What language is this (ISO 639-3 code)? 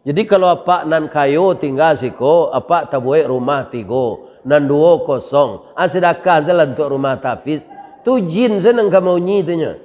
min